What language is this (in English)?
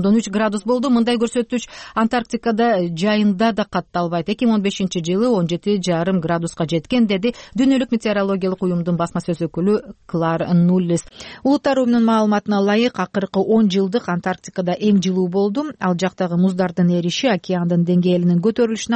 Kyrgyz